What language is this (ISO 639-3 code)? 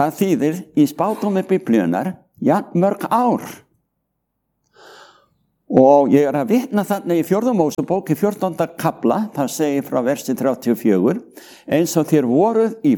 isl